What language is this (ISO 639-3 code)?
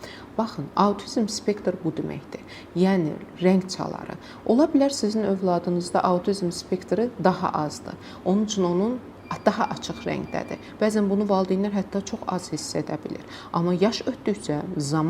aze